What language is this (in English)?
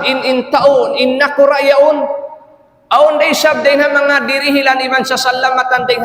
Tausug